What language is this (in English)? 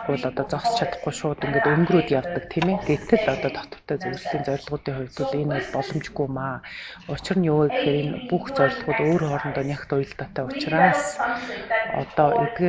Mongolian